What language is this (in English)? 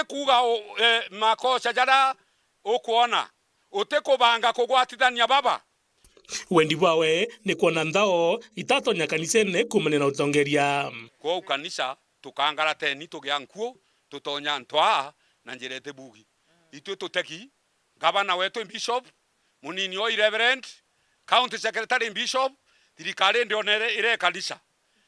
Meru